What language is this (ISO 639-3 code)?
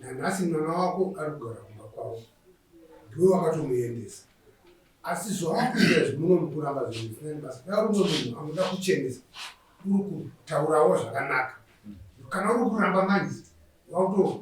sna